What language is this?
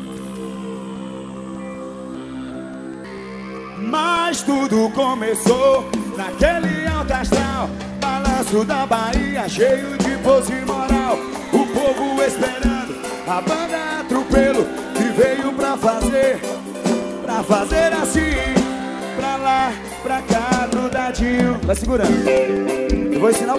Portuguese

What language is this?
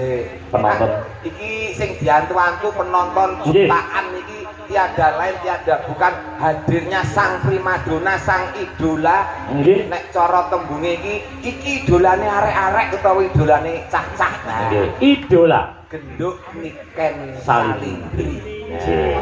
Javanese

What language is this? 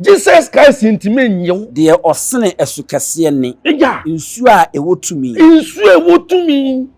Akan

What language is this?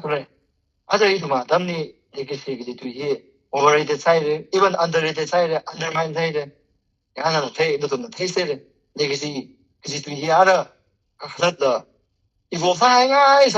Tangkhul Naga (India)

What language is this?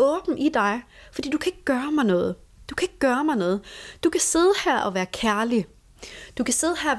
Danish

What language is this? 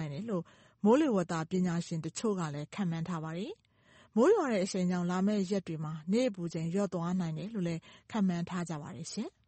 Burmese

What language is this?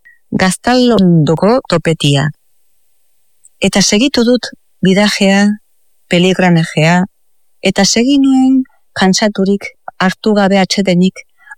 Basque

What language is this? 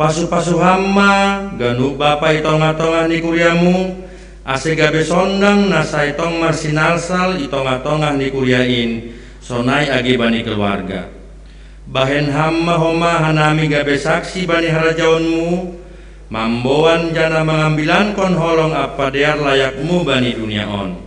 Batak Simalungun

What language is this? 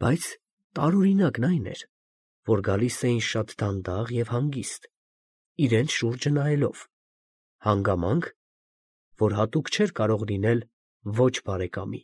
Armenian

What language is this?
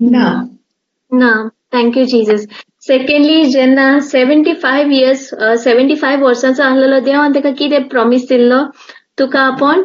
Konkani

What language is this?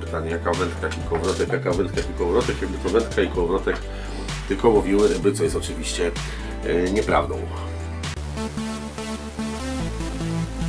Polish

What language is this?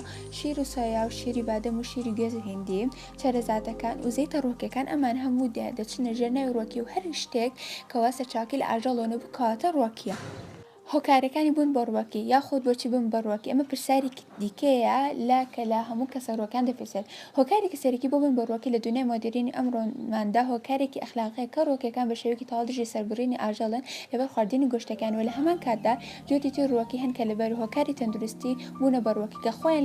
Central Kurdish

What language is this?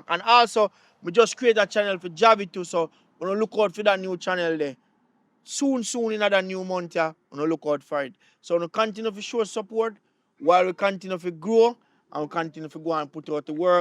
Jamaican Creole English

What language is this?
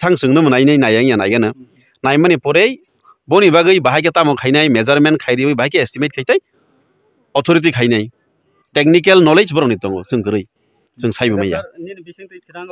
Kok Borok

